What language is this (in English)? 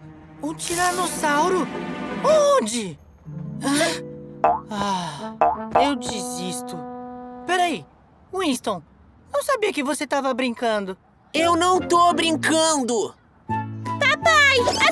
Portuguese